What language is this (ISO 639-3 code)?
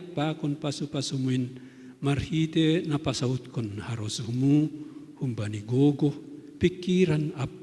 bts